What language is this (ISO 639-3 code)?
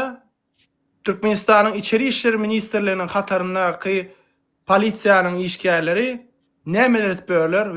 tuk